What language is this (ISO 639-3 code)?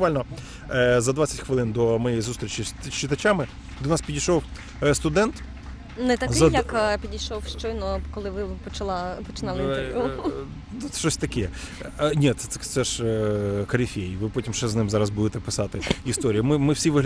ukr